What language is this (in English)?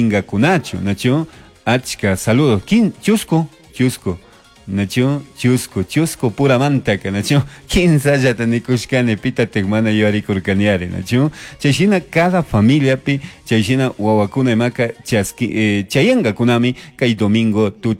Chimborazo Highland Quichua